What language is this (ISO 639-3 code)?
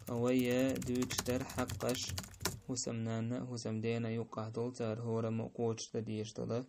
che